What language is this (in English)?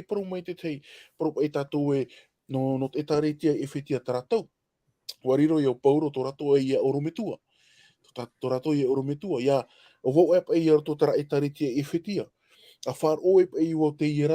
Tahitian